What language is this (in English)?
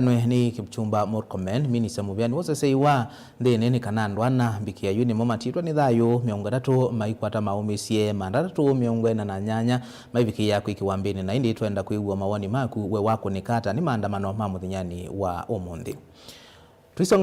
Kamba